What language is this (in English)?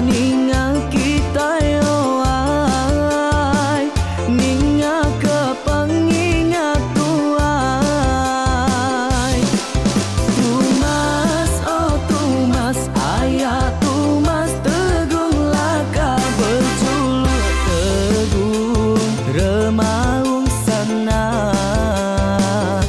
Iban